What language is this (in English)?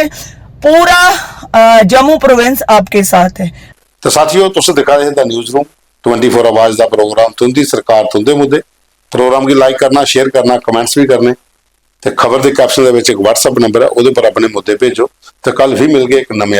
Dogri